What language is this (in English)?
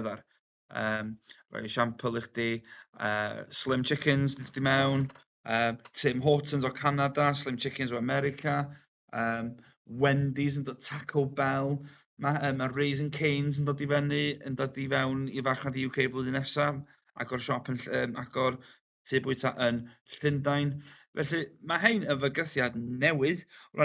Welsh